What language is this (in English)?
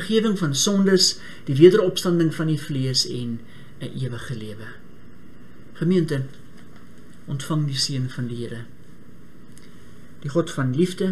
Afrikaans